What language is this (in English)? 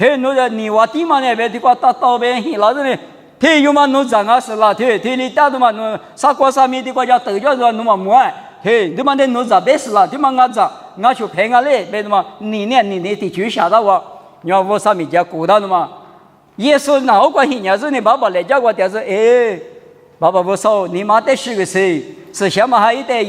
Lisu